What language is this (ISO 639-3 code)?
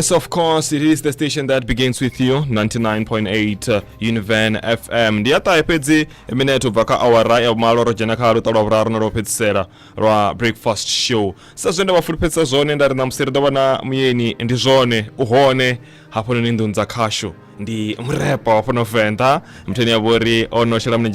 ven